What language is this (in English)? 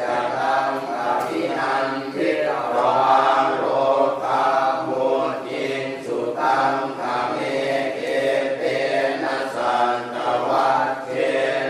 Pali